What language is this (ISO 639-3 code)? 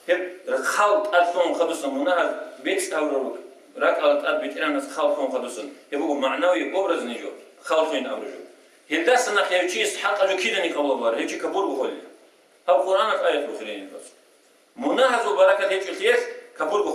ava